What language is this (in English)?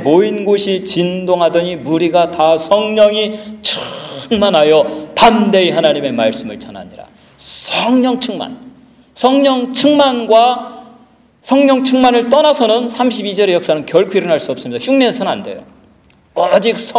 Korean